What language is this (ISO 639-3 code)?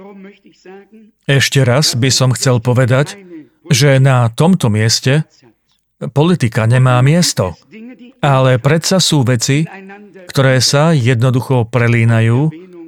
slk